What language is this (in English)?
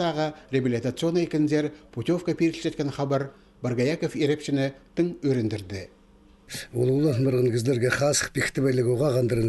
Khakas